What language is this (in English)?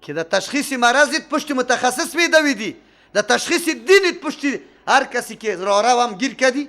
Persian